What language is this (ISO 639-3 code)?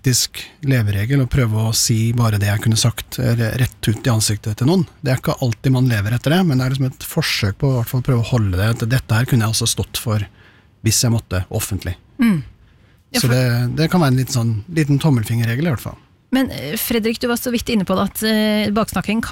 nor